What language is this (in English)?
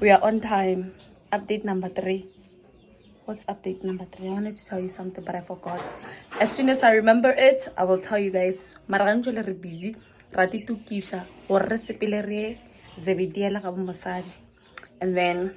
Northern Sotho